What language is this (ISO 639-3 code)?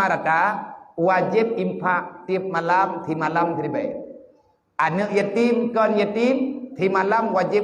ace